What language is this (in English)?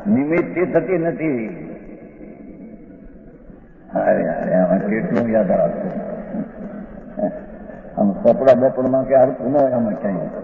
Gujarati